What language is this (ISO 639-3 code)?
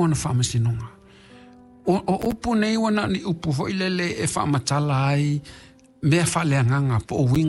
smo